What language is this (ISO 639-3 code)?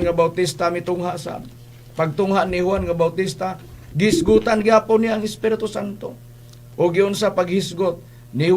ceb